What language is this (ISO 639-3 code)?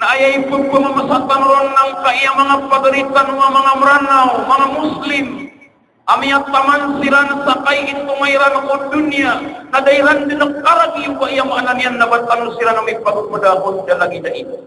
mrw